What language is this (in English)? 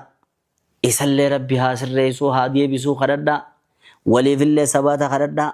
Oromo